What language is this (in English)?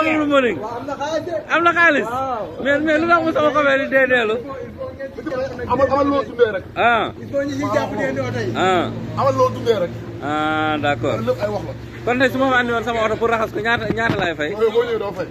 Wolof